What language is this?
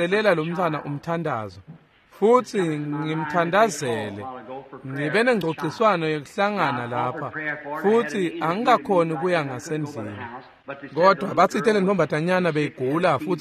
Swati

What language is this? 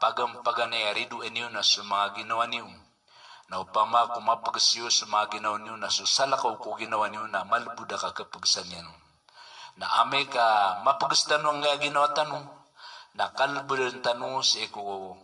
Maranao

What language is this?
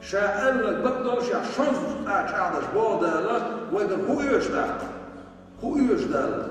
Chechen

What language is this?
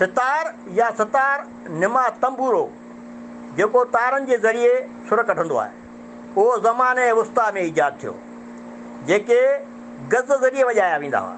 Sindhi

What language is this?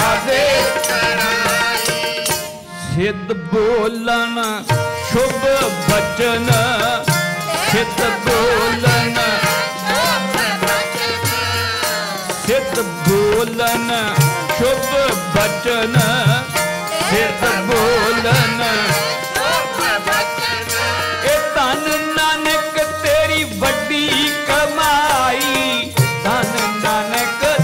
Punjabi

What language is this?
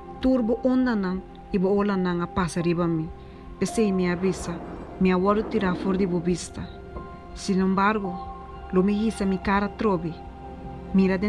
Papiamento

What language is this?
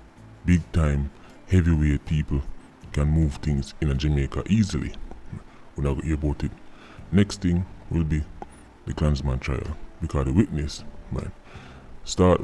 Jamaican Creole English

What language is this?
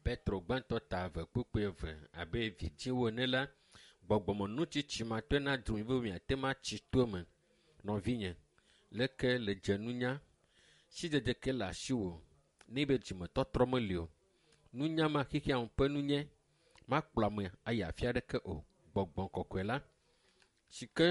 Ewe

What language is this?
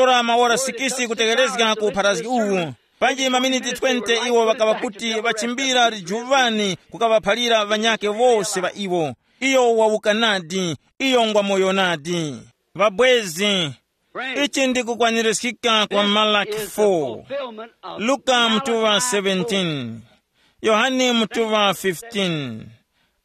Tumbuka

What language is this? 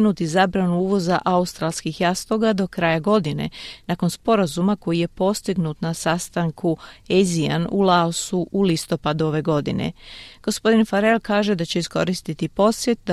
Croatian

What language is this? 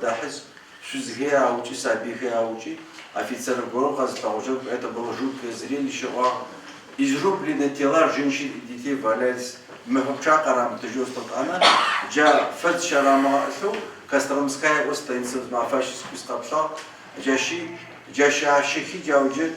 Adyghe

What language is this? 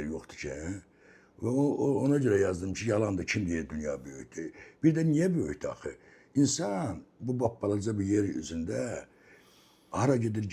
Azerbaijani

